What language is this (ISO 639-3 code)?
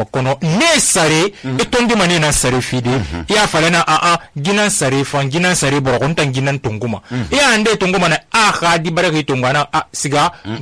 sus